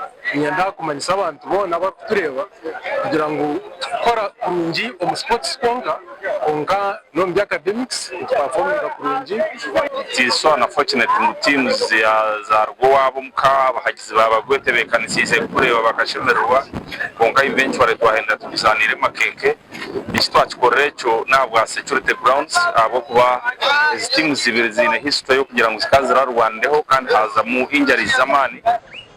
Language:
Nyankole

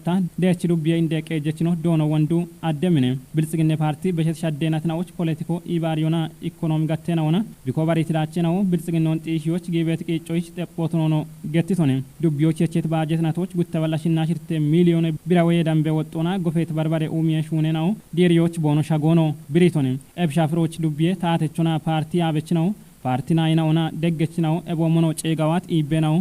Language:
Kafa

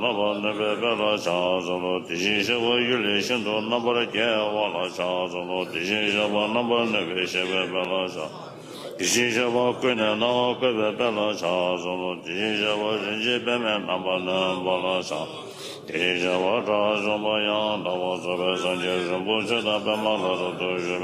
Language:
Tibetan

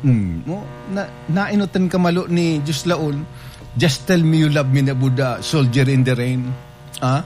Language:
Bikol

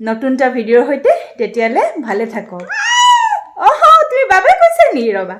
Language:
Assamese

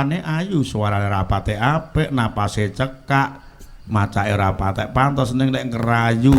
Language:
Javanese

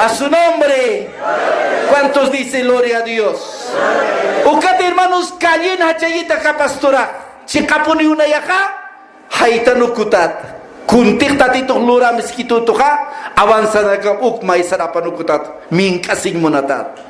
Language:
Aymara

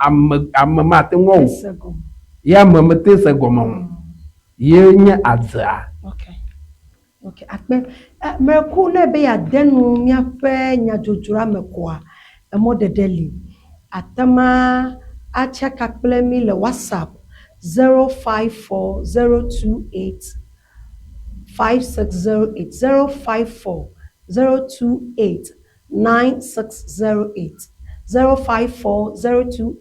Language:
Ewe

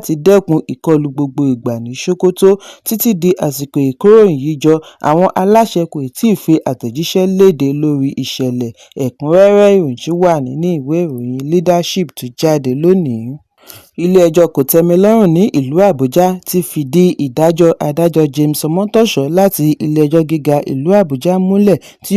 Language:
Yoruba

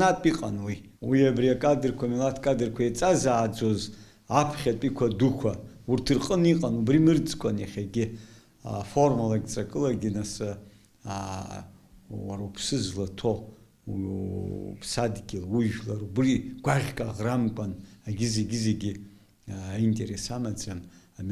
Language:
Abkhazian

